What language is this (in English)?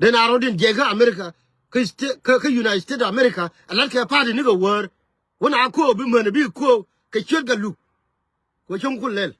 Nuer